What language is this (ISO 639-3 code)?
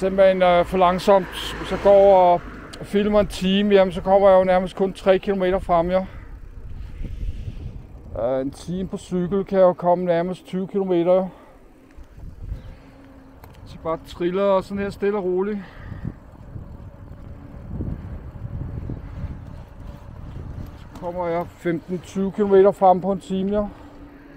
dan